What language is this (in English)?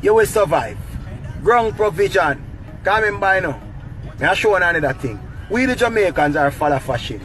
Jamaican Creole English